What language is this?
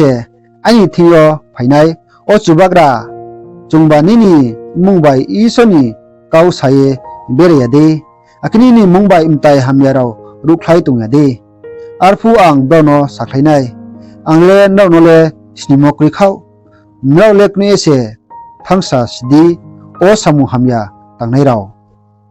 Riang (India)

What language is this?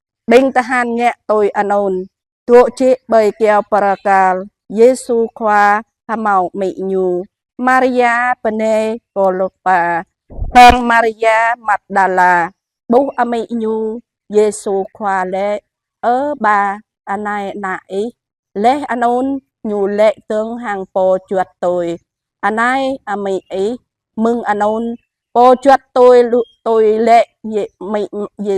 Jarai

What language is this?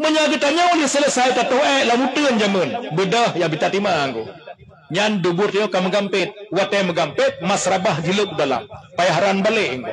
Achinese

